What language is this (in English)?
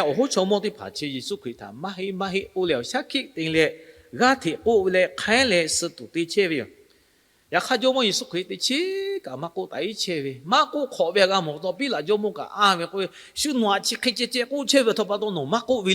Lahu